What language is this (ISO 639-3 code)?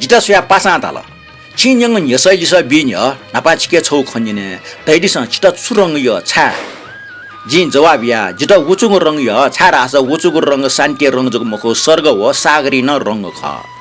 new